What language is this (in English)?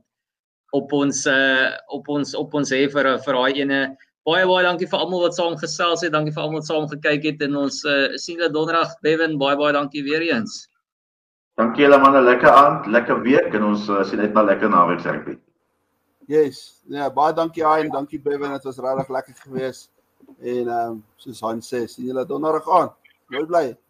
Afrikaans